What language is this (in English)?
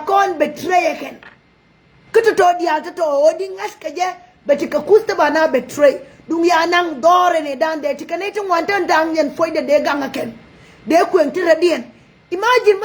Nuer